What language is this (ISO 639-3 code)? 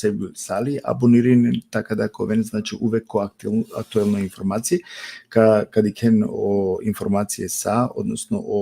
rmn